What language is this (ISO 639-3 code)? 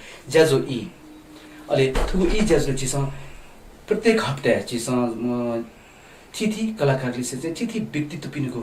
new